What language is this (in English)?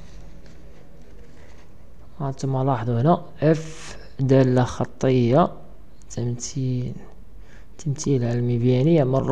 Moroccan Arabic